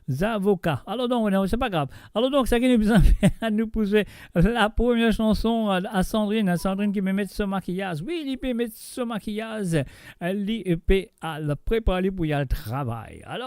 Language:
Morisyen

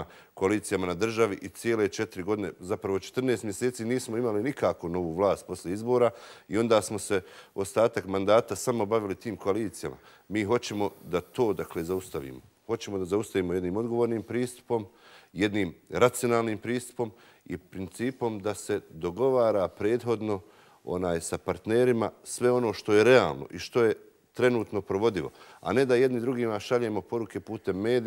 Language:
Bosnian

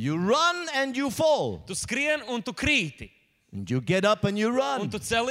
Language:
Latvian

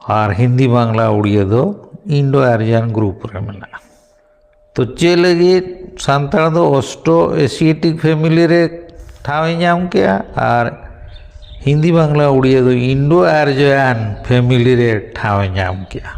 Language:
Santali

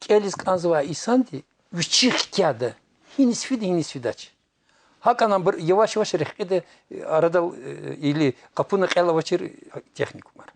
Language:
Lezghian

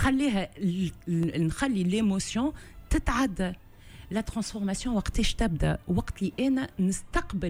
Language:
Tunisian Arabic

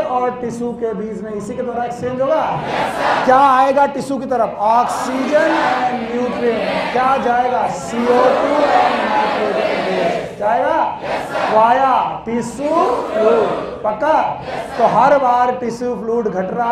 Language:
Hindi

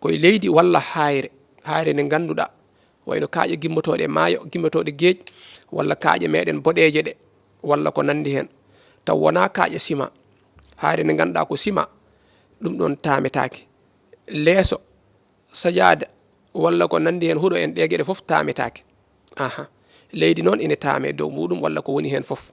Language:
Fula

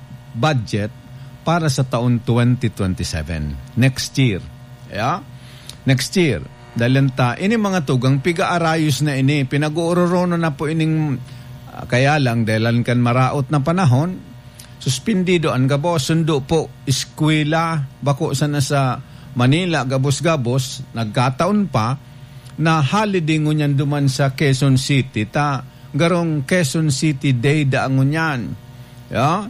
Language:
Bikol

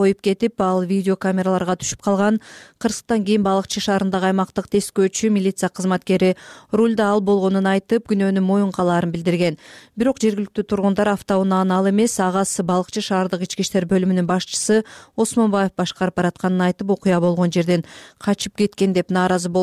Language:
Kyrgyz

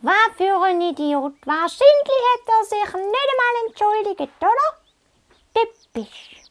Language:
Swiss German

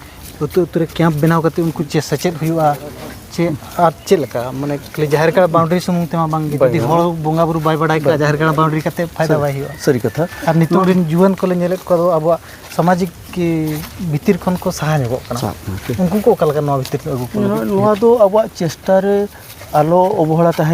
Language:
Santali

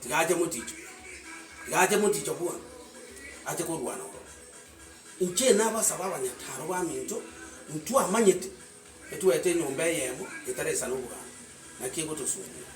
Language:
Gusii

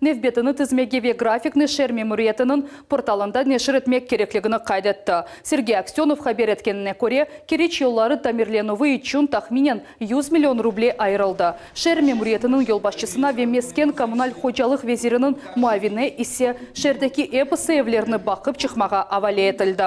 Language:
Crimean Tatar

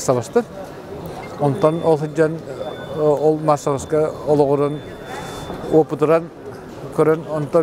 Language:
Yakut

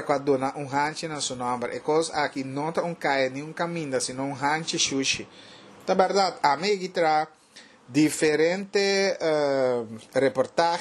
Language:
Papiamento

